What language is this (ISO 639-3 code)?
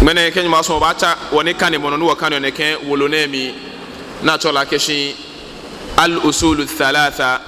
gaa